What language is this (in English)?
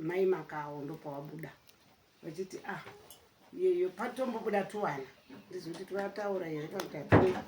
Shona